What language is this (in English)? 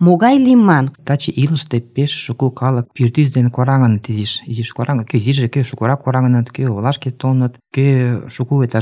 Mari